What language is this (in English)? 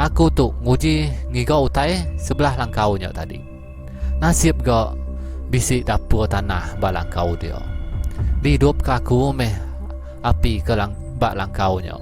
Iban